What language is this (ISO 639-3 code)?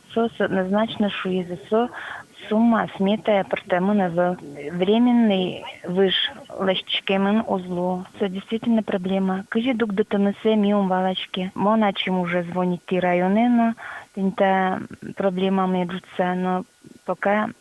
udm